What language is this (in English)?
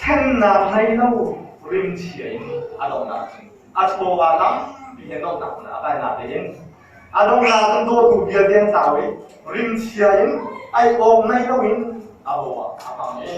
Hakha Chin